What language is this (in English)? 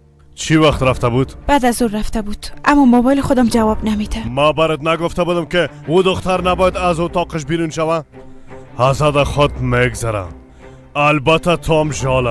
Persian